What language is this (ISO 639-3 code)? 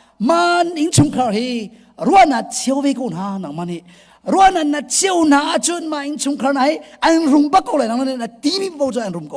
cnh